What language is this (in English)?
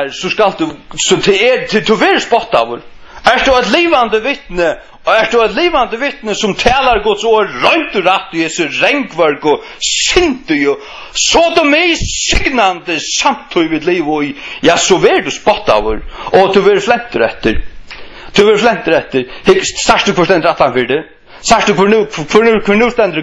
Faroese